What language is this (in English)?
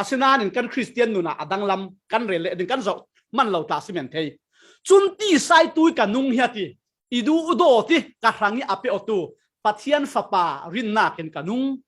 Falam Chin